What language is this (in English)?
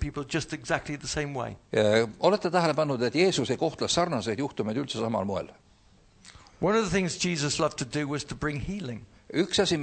Estonian